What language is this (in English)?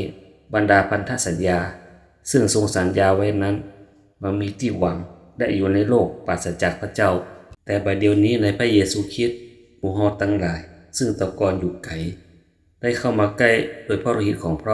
Northern Thai